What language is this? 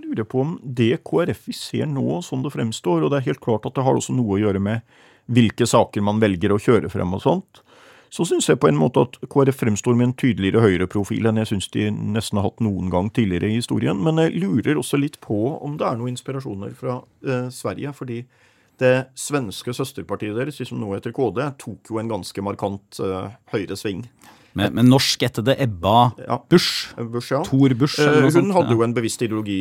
Norwegian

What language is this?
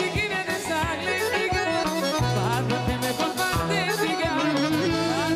Greek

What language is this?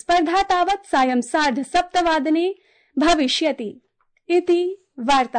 Sanskrit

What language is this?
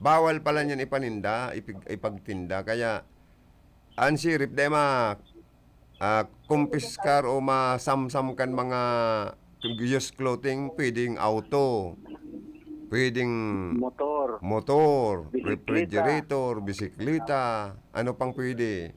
Bikol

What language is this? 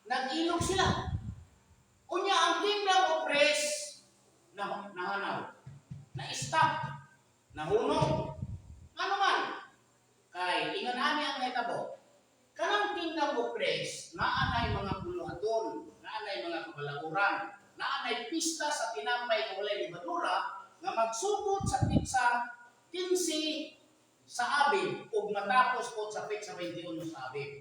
Cebuano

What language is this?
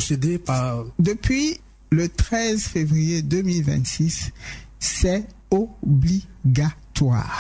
French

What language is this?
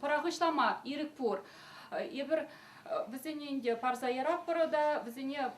Chuvash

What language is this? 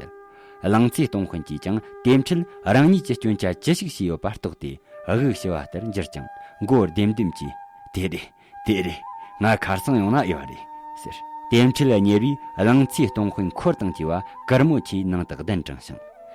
Tibetan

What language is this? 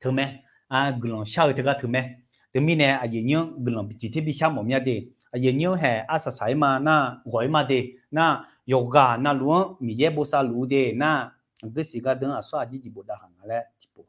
Akha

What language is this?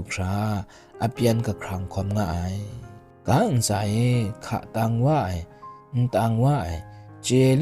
Kachin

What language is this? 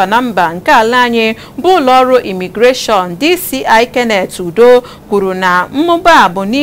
Igbo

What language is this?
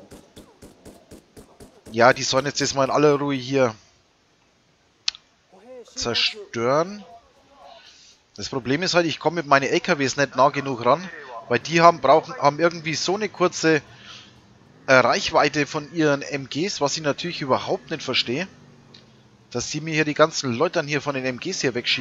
German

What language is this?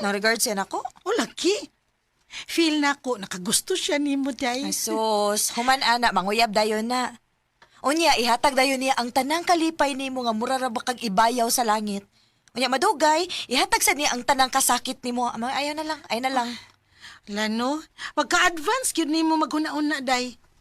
Cebuano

